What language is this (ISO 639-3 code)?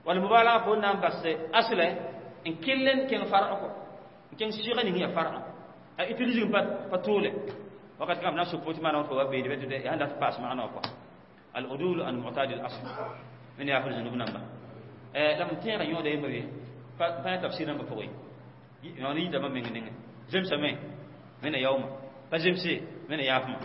mos